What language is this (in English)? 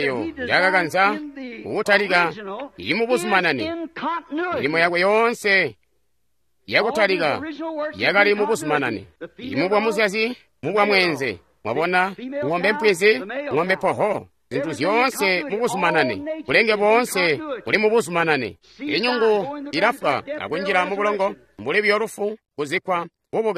Tonga (Zambia)